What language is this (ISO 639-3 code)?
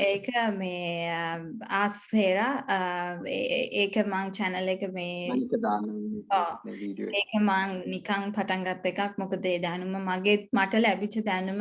sin